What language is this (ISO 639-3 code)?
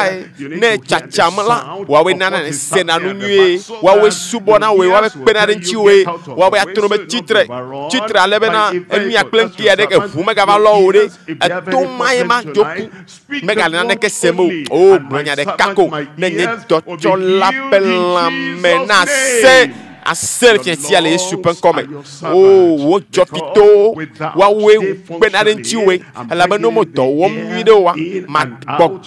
ewe